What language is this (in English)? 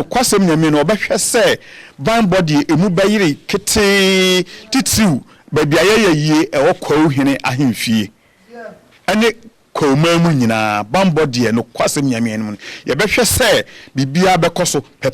Akan